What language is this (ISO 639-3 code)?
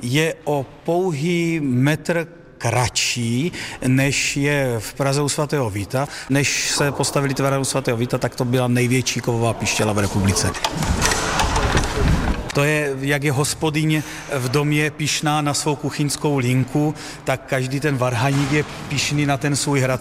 ces